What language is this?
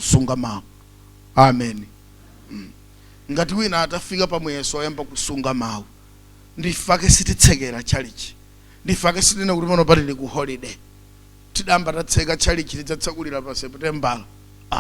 Nyanja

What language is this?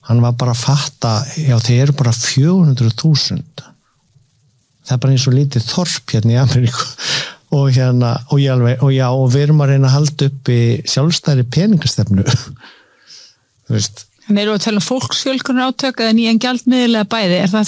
Icelandic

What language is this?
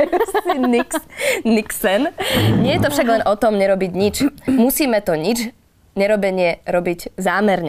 Slovak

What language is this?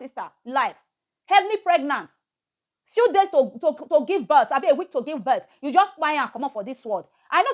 Nigerian Pidgin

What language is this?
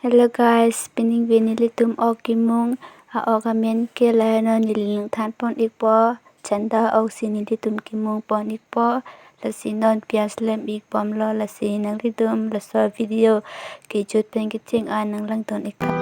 Karbi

